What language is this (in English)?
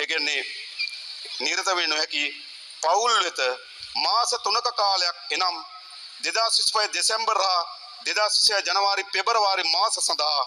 Sinhala